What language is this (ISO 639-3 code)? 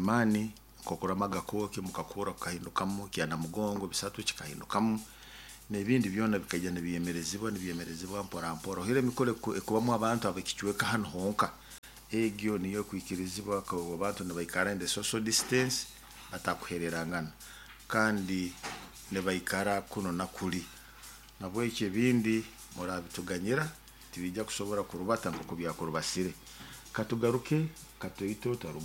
nyo